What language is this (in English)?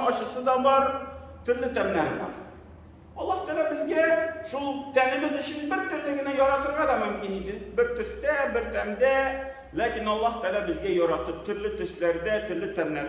Tatar